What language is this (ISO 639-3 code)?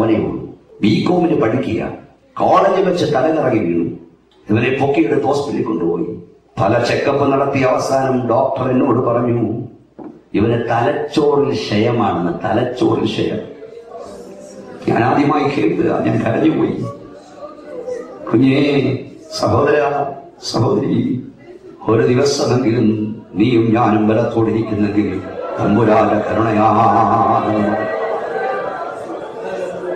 mal